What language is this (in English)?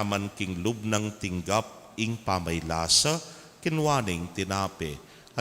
Pampanga